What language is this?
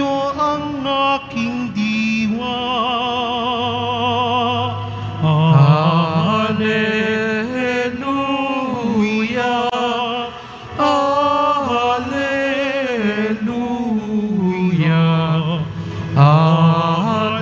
Filipino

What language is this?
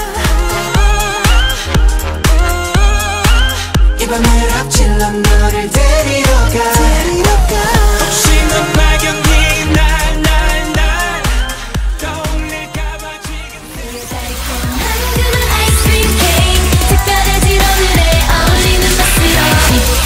Korean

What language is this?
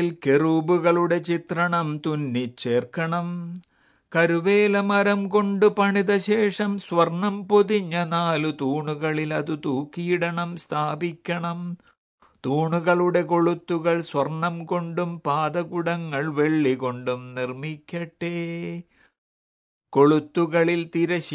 Malayalam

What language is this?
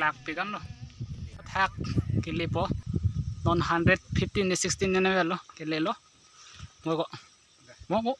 Karbi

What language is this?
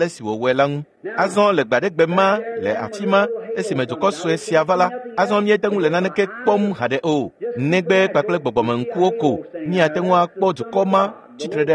Ewe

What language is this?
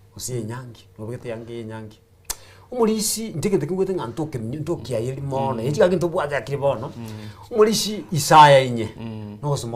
Gusii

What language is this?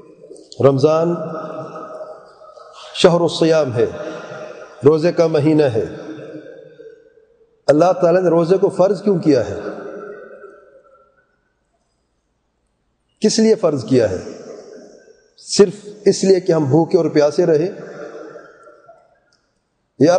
Urdu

